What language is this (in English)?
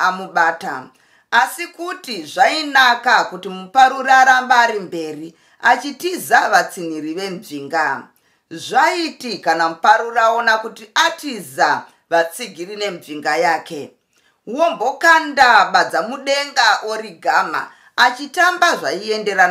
Shona